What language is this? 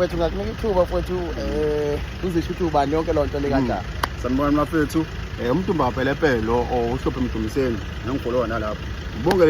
Zulu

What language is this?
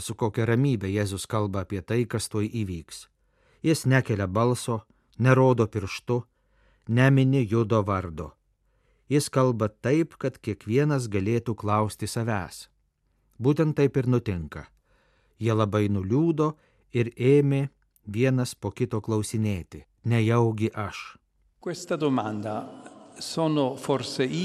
Lithuanian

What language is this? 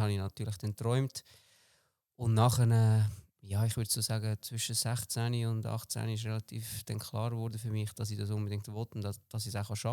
Swiss German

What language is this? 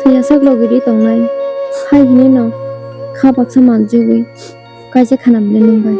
Kok Borok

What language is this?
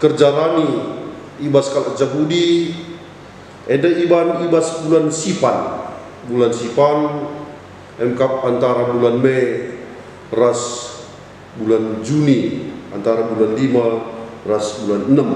Batak Karo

